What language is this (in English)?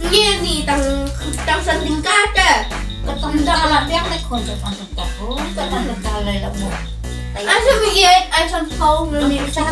Khasi